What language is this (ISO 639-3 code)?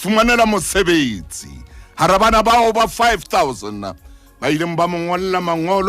sot